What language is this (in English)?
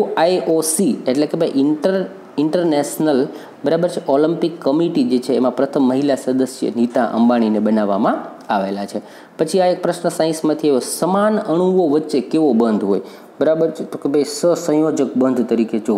Gujarati